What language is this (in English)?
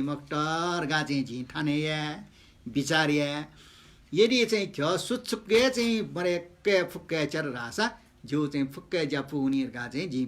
Newari